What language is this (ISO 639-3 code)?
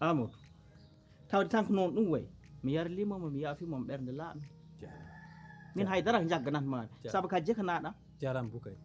ful